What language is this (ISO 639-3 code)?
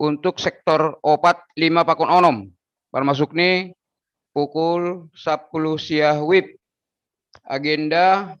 bts